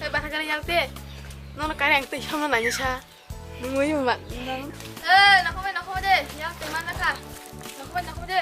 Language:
Kok Borok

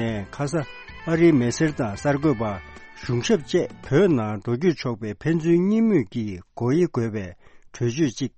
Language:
Tibetan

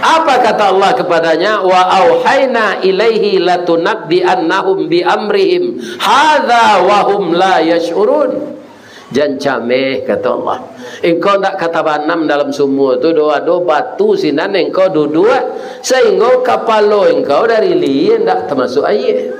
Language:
Minangkabau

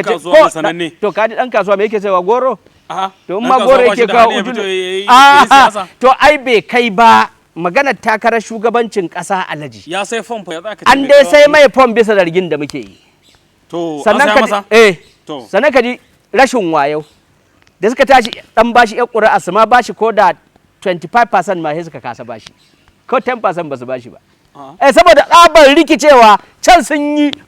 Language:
Hausa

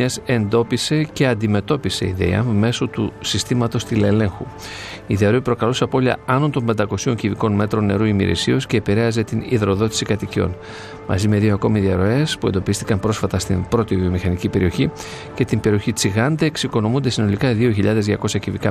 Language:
Greek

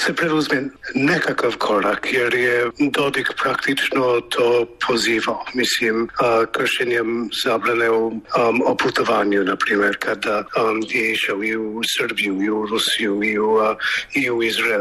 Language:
Bosnian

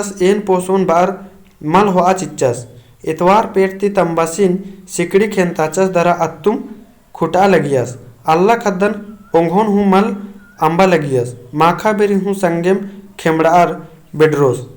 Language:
Kurukh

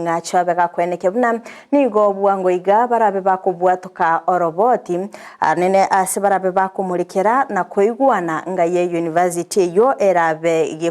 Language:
Gusii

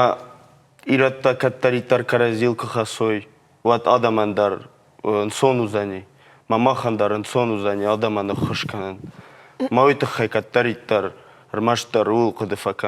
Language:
Ossetic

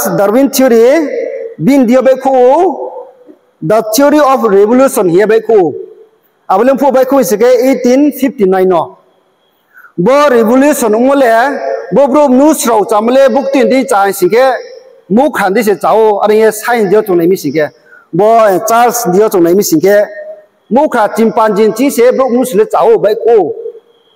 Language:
Riang (India)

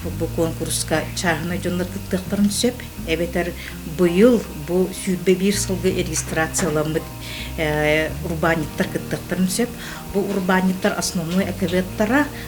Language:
Yakut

